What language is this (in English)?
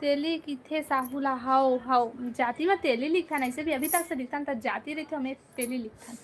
Chhattisgarhi